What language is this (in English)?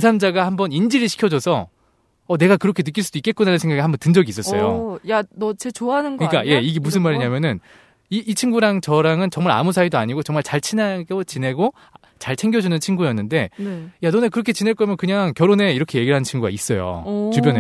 Korean